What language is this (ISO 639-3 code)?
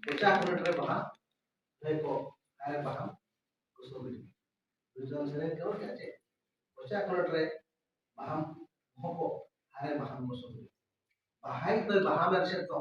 sat